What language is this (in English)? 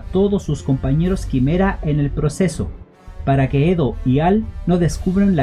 Spanish